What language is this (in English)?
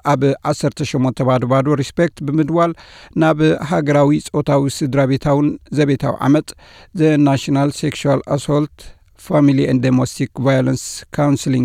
Tigrinya